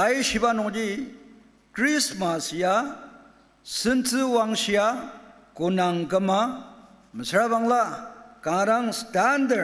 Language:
Ao Naga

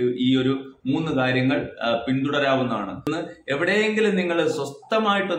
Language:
Malayalam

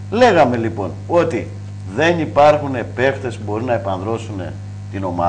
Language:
Greek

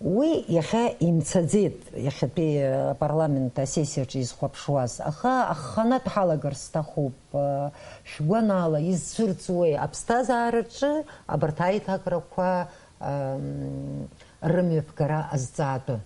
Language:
Abkhazian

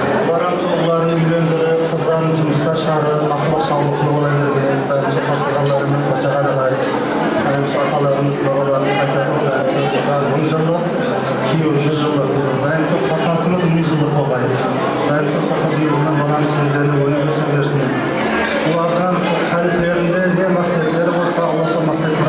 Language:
Kara-Kalpak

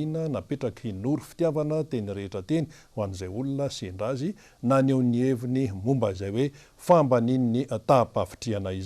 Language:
Malagasy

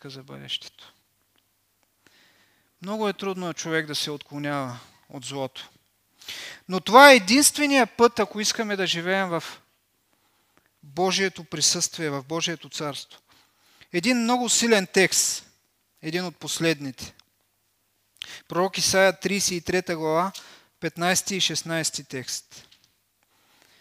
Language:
Bulgarian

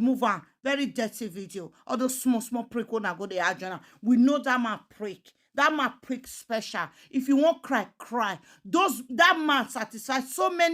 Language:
Nigerian Pidgin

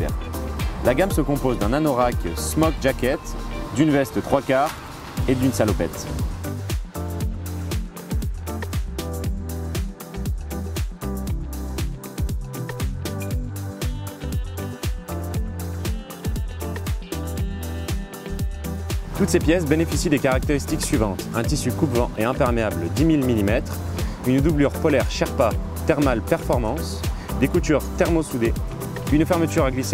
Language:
French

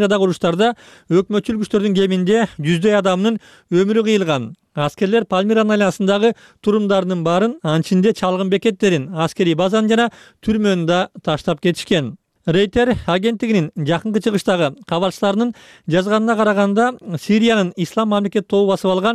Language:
Kyrgyz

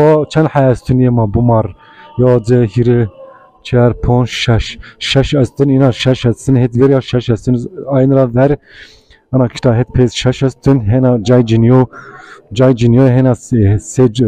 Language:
Zaza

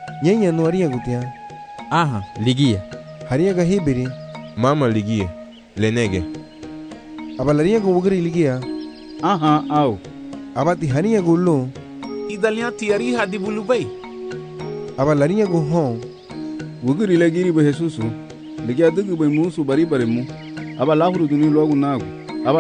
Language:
Garifuna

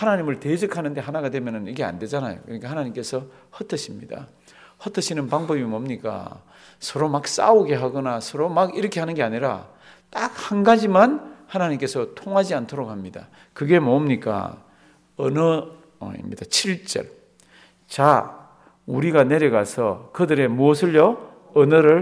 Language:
Korean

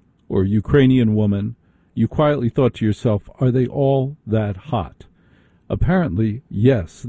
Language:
English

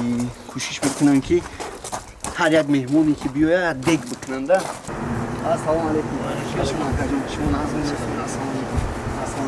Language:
Tajik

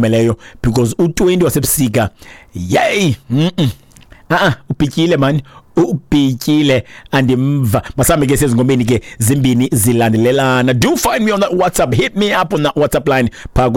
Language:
Xhosa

